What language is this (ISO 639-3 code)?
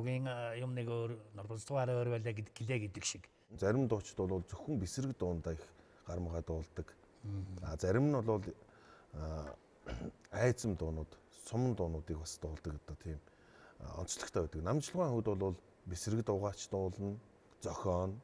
mon